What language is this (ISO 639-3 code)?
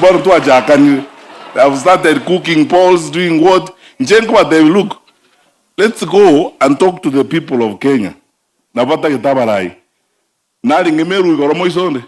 guz